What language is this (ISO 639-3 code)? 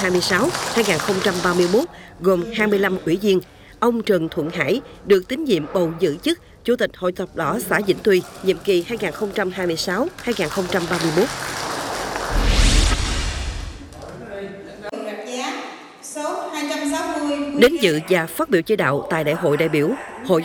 vie